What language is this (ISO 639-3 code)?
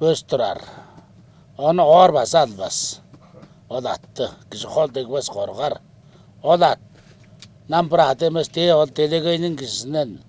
tyv